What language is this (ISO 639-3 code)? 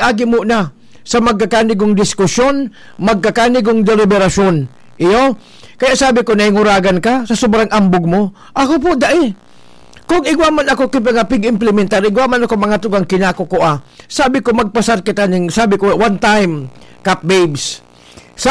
bik